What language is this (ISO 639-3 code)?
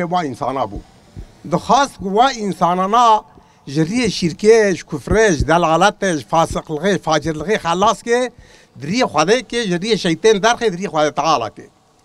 kur